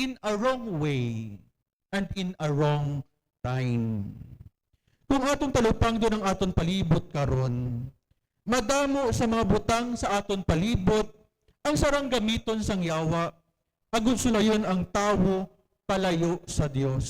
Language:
Hiligaynon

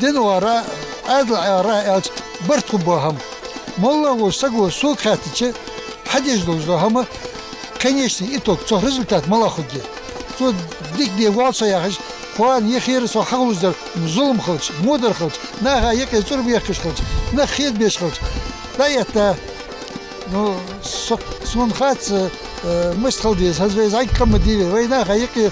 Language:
Ingush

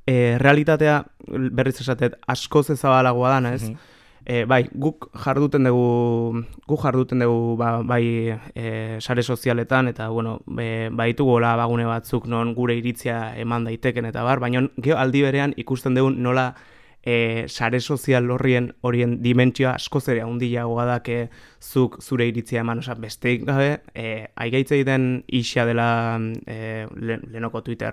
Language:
Basque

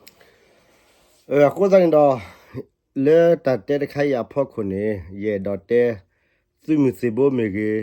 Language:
S'gaw Karen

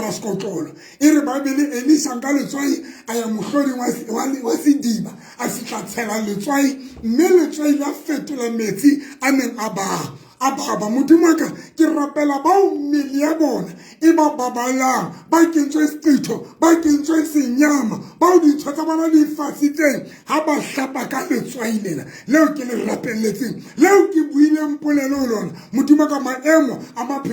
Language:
Southern Sotho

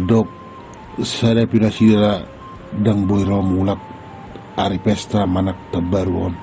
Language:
Batak Toba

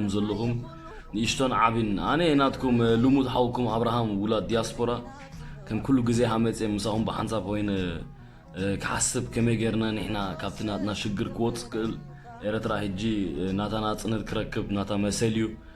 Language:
Tigrinya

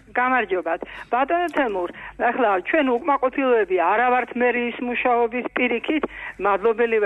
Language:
Georgian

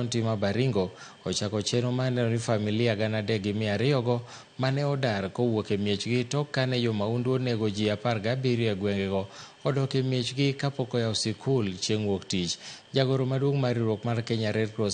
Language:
Luo (Kenya and Tanzania)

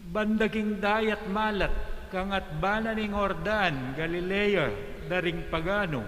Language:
Pampanga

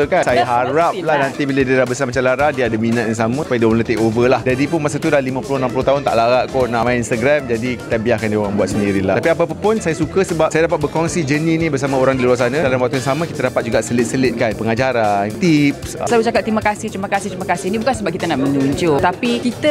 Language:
Malay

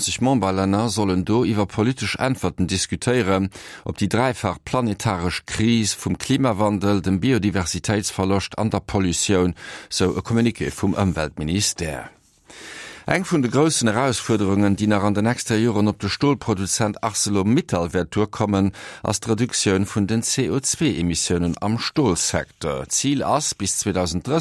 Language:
Luxembourgish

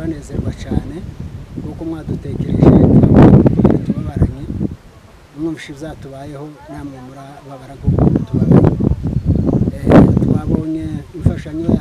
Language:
Kinyarwanda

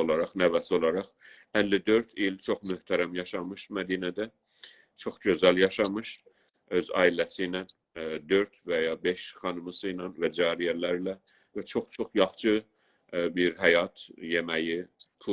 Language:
South Azerbaijani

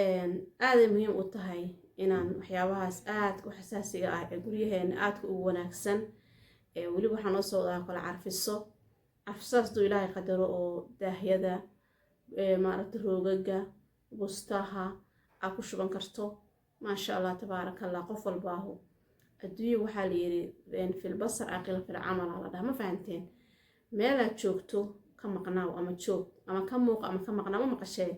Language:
Somali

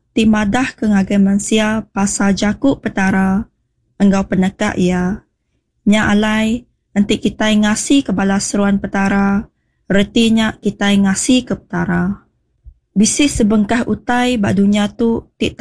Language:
Iban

